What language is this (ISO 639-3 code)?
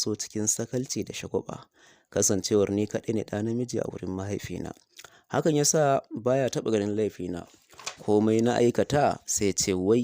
hau